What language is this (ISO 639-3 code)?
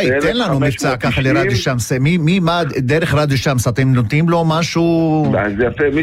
heb